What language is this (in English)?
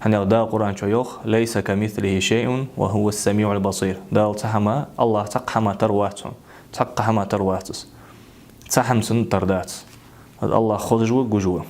Ingush